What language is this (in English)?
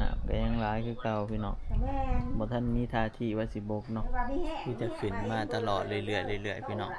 Northeastern Thai